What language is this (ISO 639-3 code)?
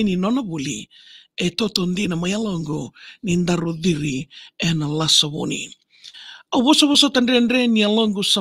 fij